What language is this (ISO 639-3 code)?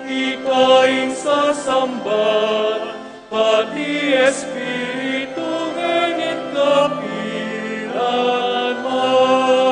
pam